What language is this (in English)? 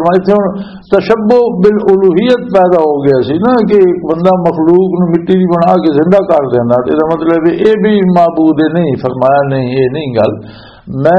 Western Panjabi